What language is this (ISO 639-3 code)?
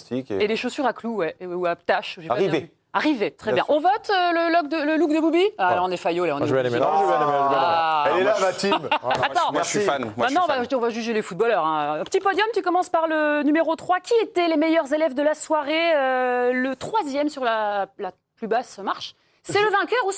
fra